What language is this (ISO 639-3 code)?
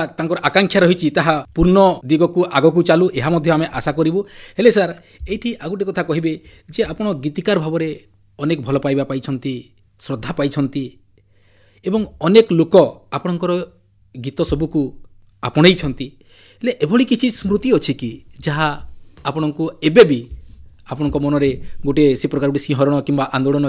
ori